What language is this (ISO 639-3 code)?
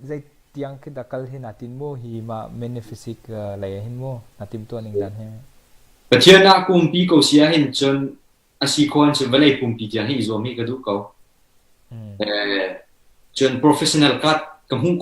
cnh